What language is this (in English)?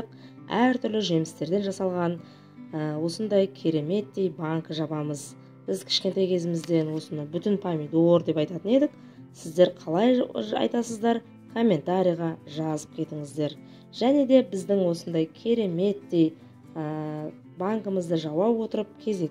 Kazakh